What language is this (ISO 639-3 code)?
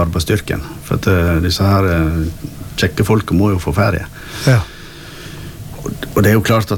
nor